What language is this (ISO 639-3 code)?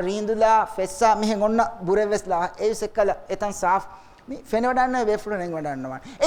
div